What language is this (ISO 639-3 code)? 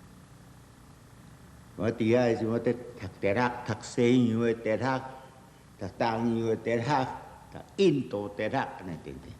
nan